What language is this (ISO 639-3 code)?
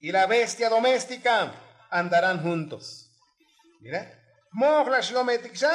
tzo